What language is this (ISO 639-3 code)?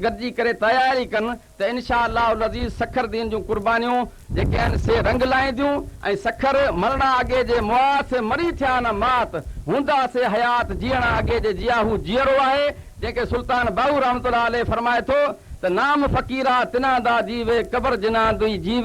snd